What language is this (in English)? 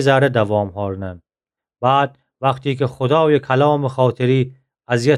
Gilaki